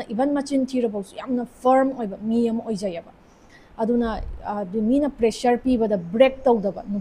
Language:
Manipuri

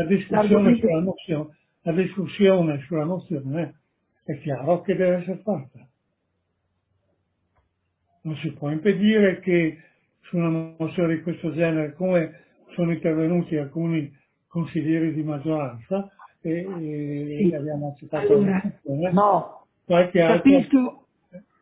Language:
Italian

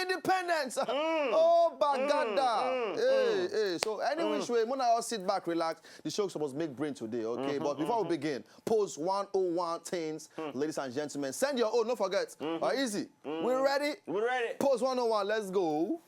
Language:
Nigerian Pidgin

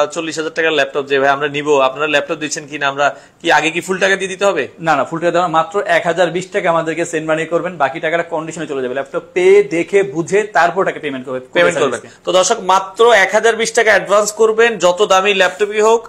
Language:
Bangla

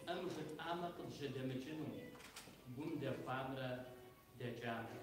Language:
Kabardian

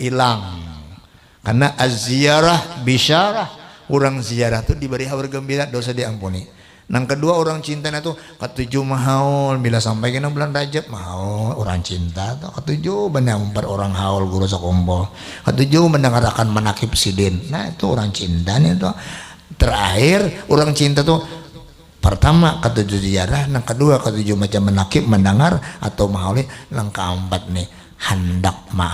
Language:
Banjar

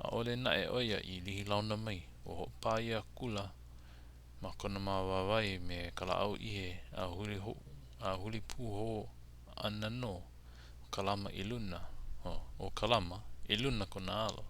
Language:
Hawaiian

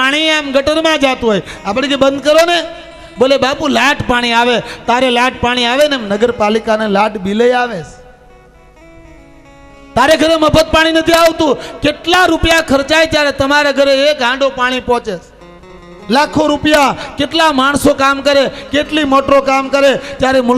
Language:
Gujarati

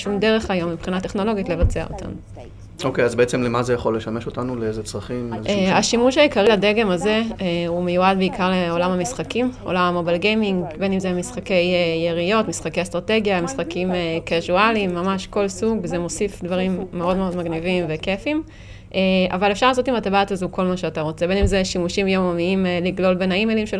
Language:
Hebrew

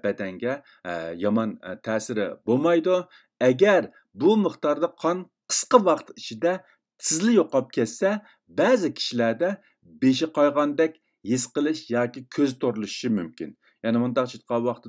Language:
Uyghur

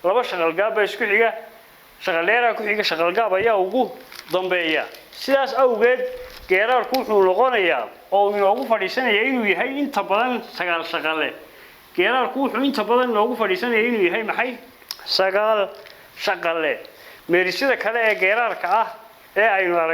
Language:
Somali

